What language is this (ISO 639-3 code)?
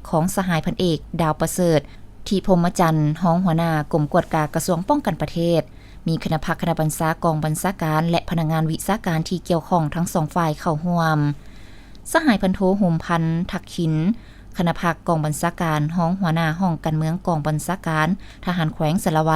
lao